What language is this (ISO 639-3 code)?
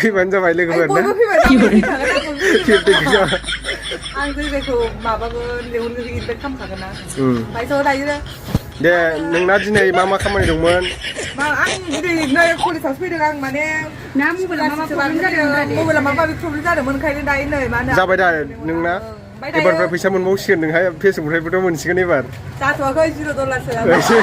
brx